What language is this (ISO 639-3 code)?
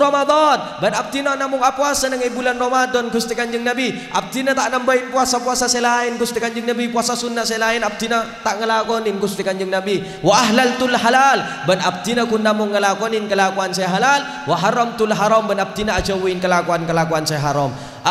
mad